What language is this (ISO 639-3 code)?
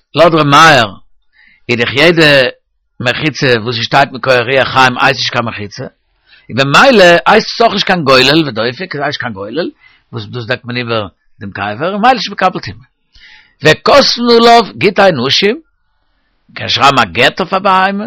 yid